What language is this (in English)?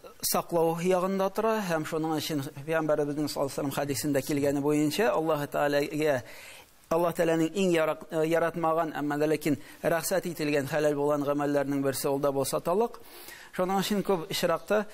Tatar